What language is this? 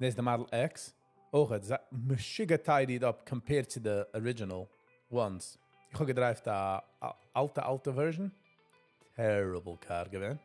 Yiddish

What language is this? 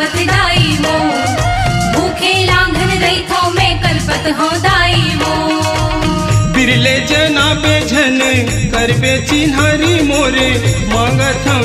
Chhattisgarhi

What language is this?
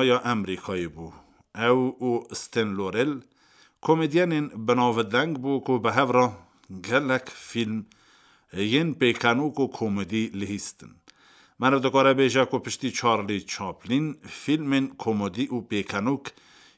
Kurdish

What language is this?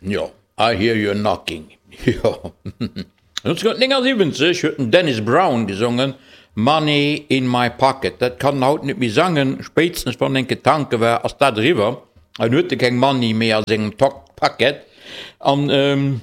Luxembourgish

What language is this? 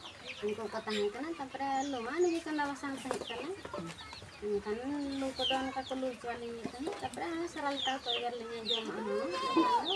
Santali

